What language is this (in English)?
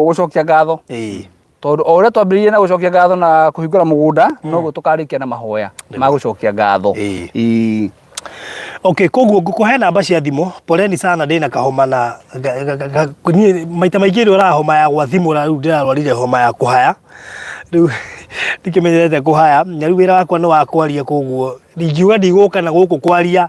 Kikuyu